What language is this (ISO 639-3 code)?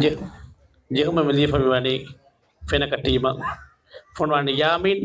div